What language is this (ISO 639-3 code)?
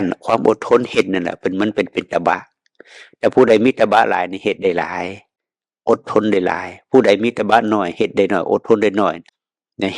tts